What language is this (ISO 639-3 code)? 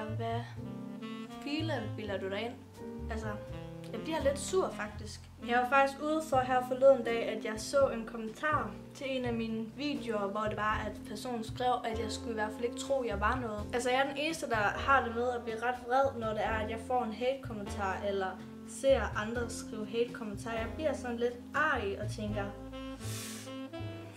dan